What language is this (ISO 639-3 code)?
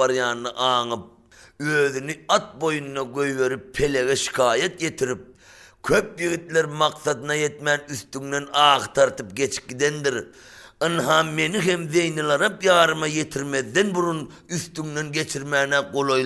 tuk